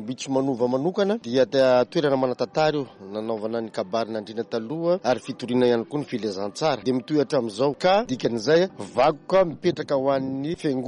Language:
Malagasy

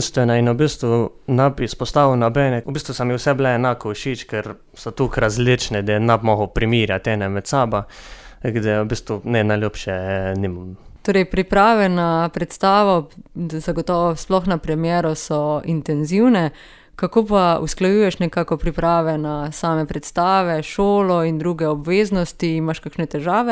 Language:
Slovenian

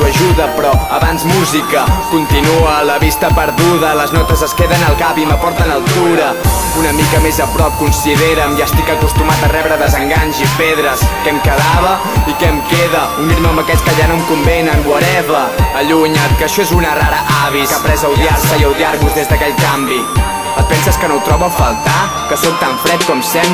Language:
Catalan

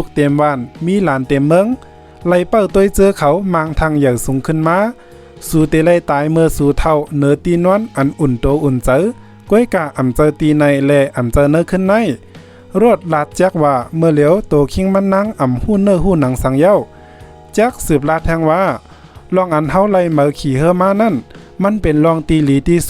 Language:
Shan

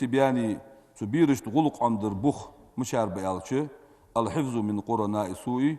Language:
Ingush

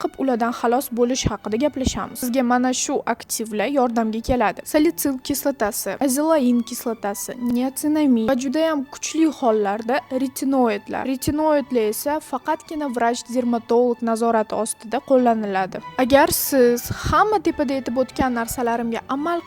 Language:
Uzbek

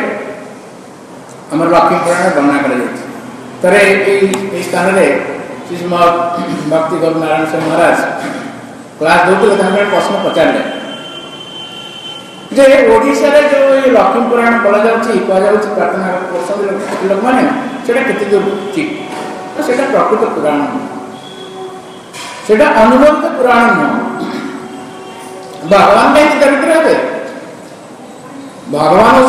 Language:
Odia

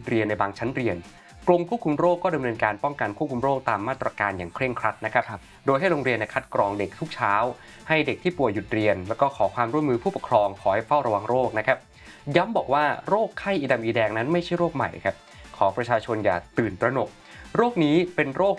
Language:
Thai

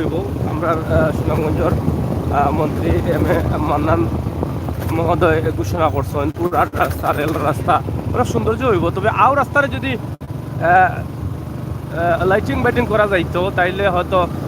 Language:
Sylheti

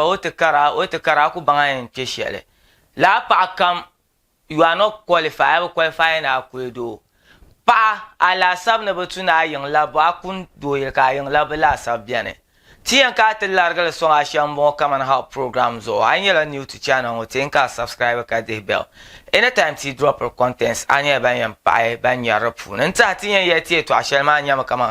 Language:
Dagbani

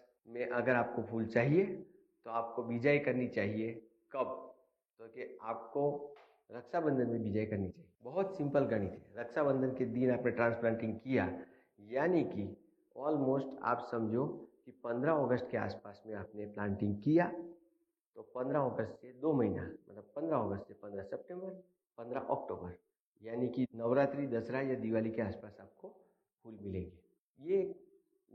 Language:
Hindi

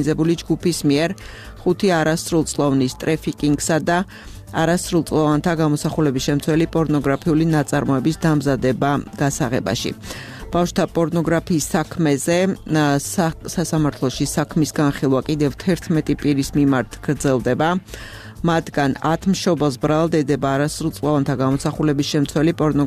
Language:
Georgian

